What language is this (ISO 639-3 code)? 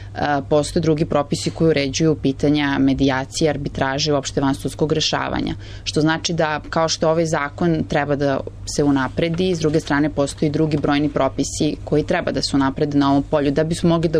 srp